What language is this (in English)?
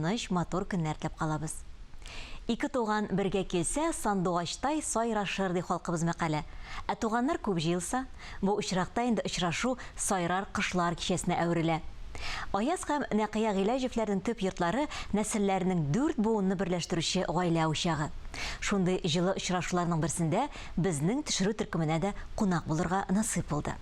Tatar